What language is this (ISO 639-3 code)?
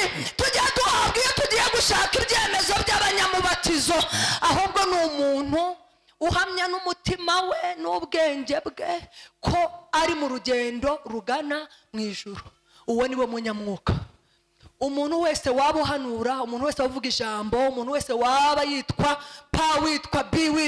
kin